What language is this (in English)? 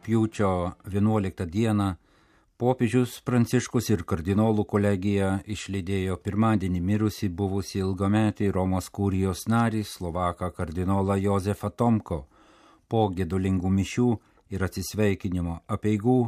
Lithuanian